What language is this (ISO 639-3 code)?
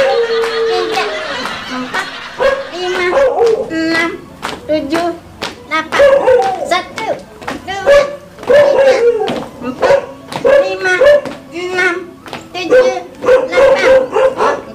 ban